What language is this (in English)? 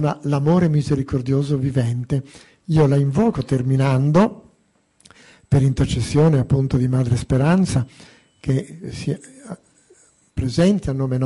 Italian